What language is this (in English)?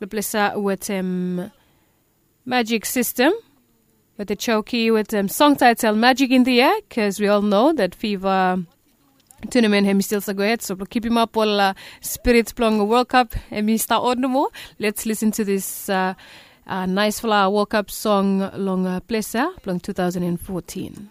Bislama